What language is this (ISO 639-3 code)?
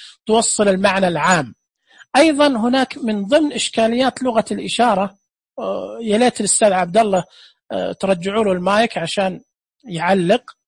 ars